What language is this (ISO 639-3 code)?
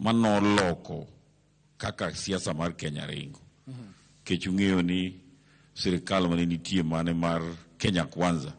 luo